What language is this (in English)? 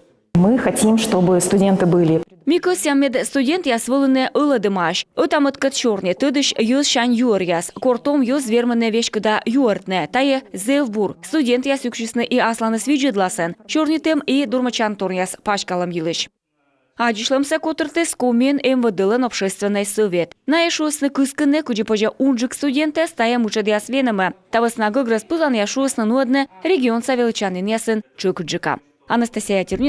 Komi